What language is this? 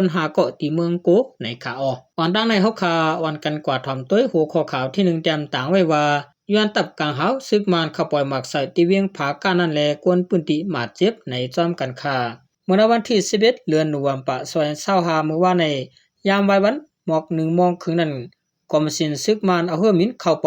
Shan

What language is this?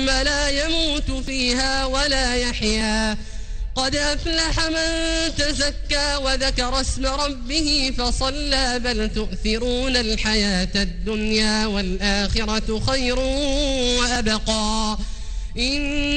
Arabic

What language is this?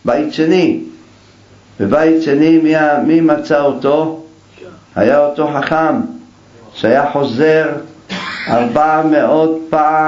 Hebrew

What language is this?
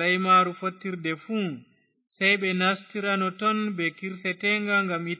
Fula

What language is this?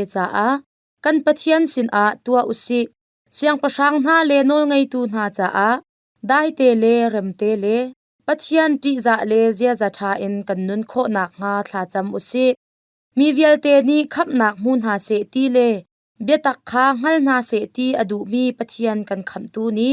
Hakha Chin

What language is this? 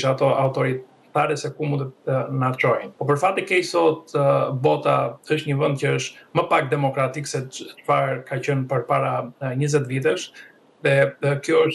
Albanian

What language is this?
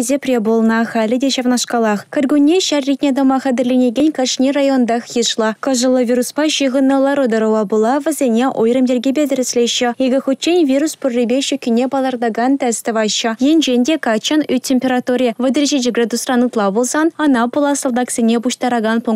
Chuvash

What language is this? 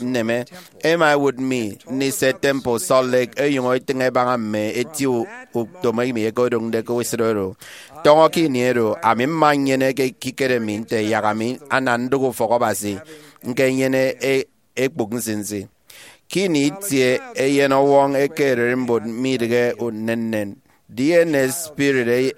Efik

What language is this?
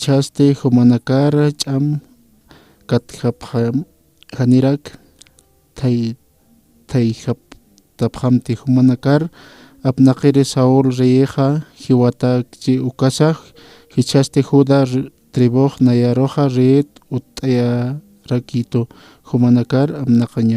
Aymara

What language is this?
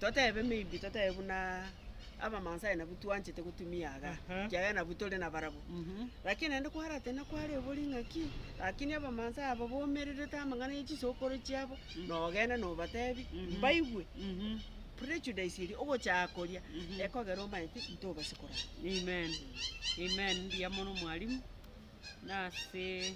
Gusii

